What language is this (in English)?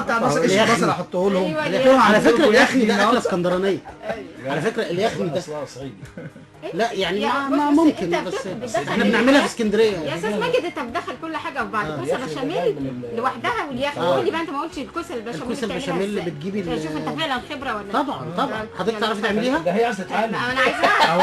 Egyptian Arabic